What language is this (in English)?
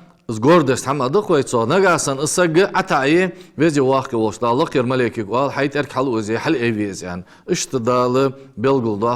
Ingush